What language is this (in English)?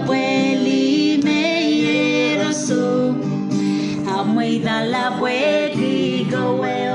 Pohnpeian